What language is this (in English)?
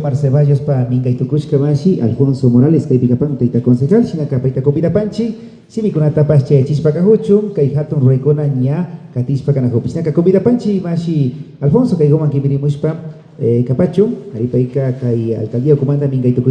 Imbabura Highland Quichua